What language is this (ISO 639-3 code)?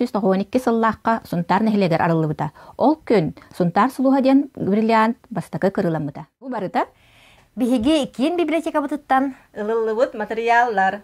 sah